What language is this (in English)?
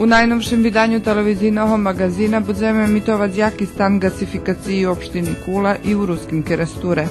Rusyn